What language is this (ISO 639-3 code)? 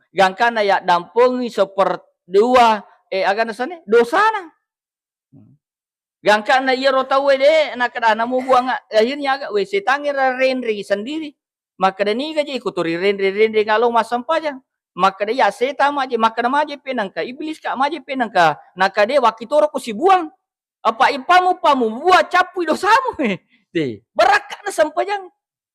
bug